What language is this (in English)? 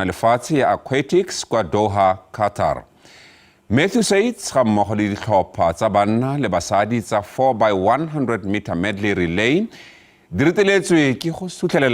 Tswana